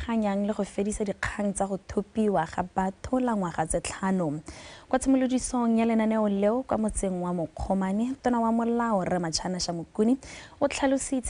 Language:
Tswana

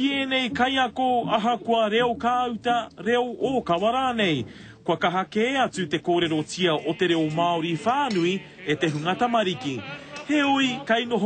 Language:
Māori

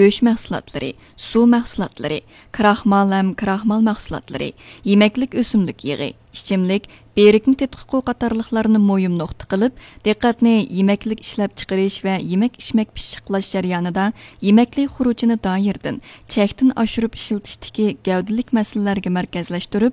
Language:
Uyghur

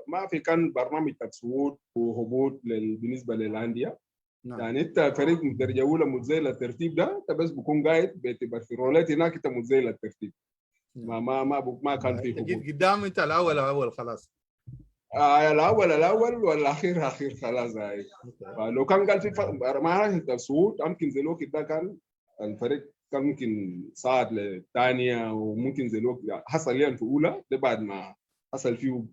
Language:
Sudanese Arabic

